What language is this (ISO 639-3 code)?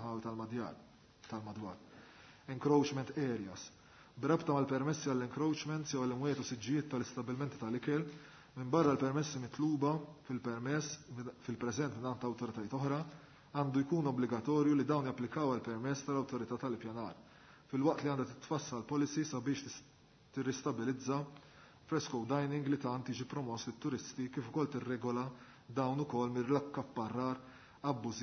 mlt